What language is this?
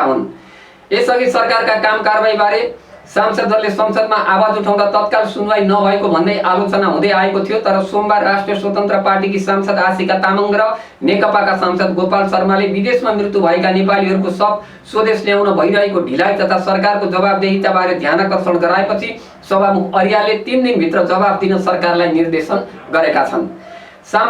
Nepali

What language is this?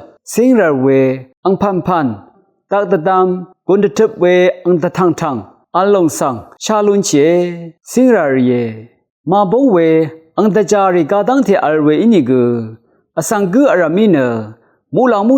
Rawang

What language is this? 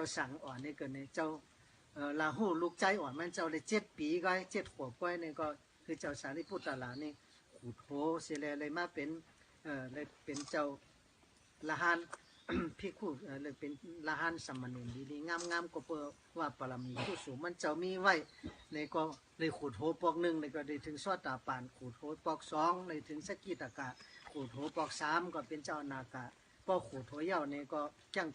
Shan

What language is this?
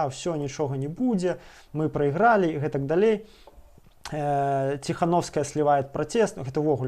Belarusian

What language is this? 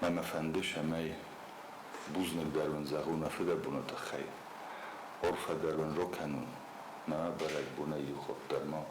Ossetic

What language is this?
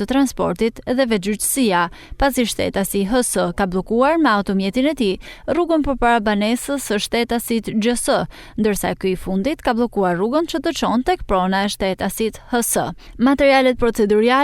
Albanian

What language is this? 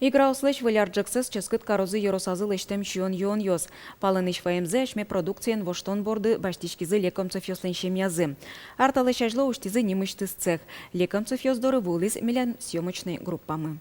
Udmurt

